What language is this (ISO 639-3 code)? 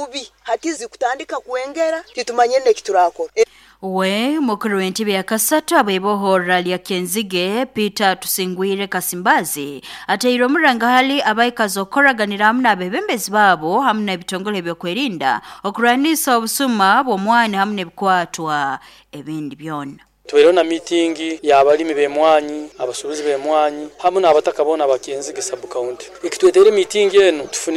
nyo